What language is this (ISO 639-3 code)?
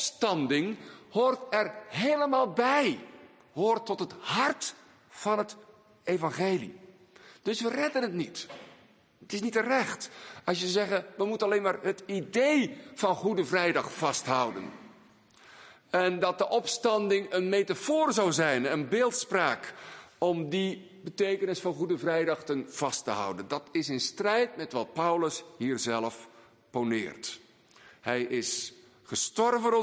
nld